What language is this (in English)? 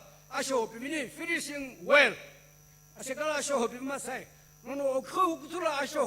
Sumi Naga